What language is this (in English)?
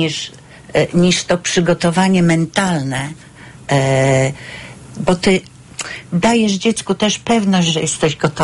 Polish